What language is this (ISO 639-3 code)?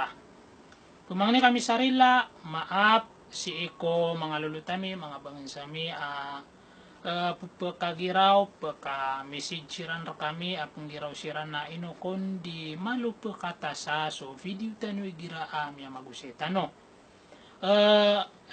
mrw